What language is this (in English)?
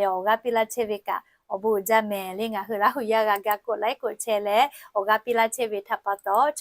Lahu